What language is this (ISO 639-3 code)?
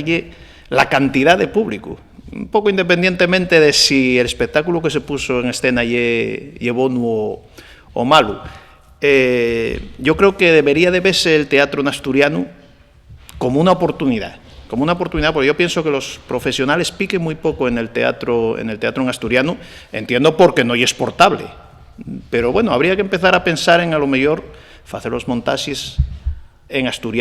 ast